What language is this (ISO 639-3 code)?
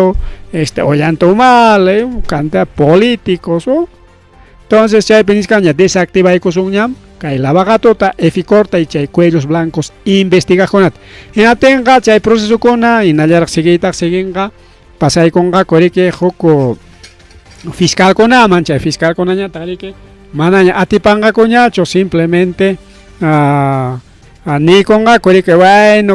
quy